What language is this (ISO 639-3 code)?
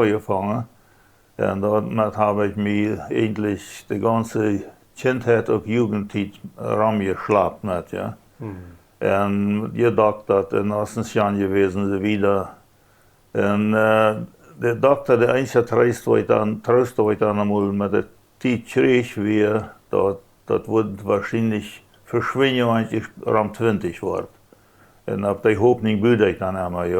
pdt